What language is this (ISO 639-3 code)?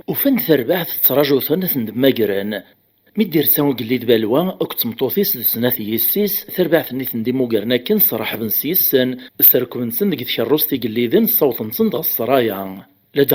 kab